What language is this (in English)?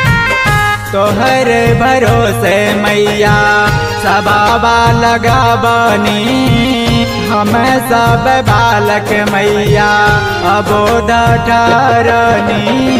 Bhojpuri